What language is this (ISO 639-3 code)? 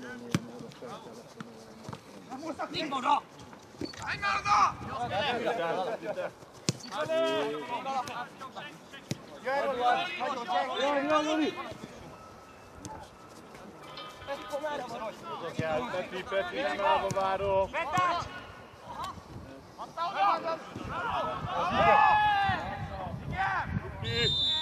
hun